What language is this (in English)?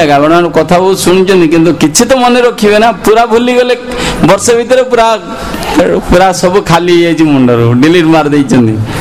Odia